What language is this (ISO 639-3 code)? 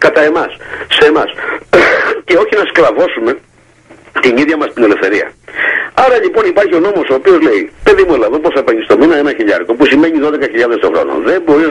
ell